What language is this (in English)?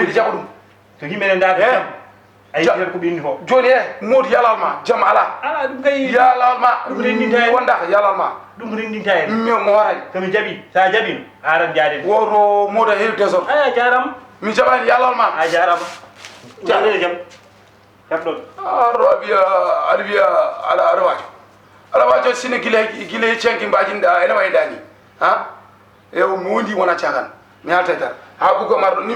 Fula